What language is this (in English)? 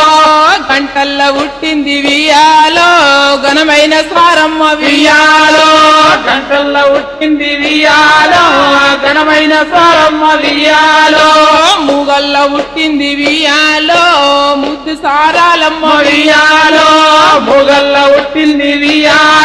Telugu